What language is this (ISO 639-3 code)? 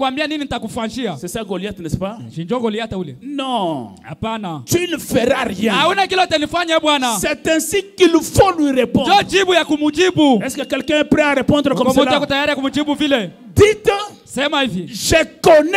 swa